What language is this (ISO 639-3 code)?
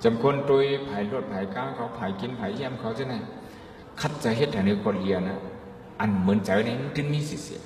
shn